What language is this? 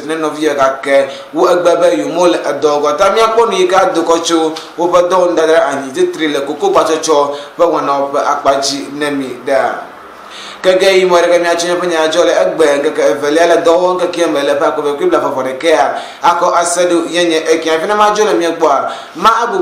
Ewe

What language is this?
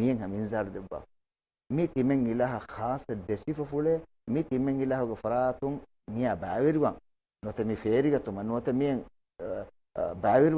Divehi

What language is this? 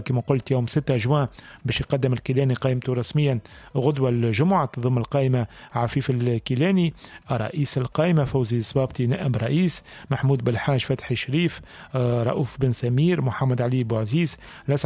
Tunisian Arabic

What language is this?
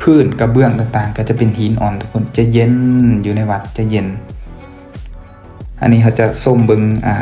Lao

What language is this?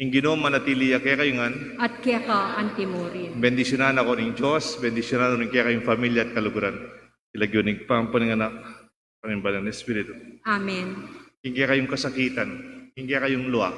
Pampanga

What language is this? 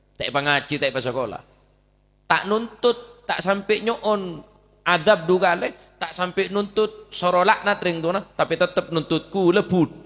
Madurese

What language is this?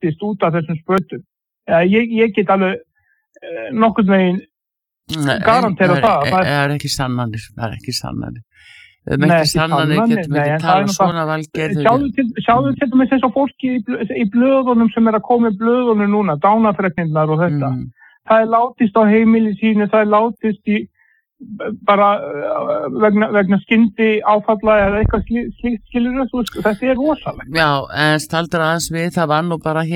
Icelandic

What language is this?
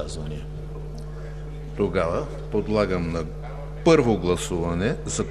Bulgarian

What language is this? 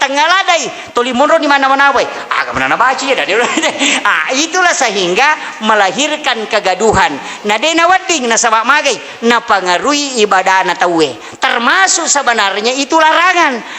Buginese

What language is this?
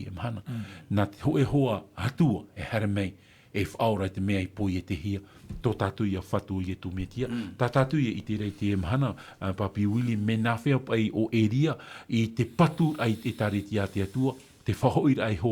Tahitian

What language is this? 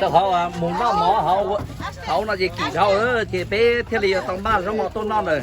Hmong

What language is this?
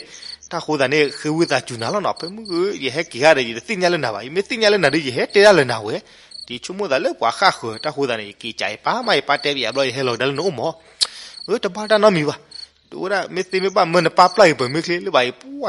S'gaw Karen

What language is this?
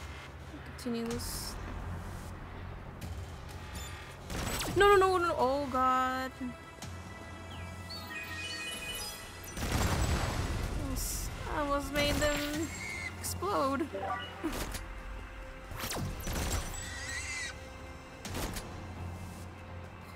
English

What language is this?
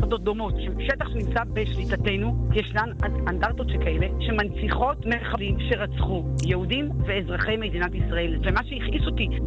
Hebrew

